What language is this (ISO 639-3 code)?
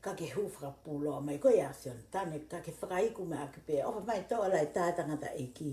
ton